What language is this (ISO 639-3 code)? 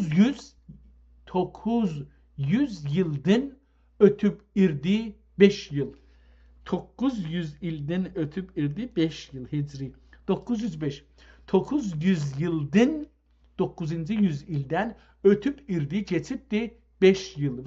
azb